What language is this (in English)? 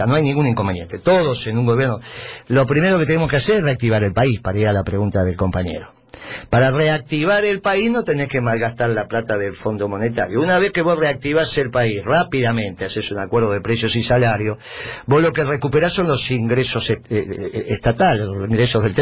Spanish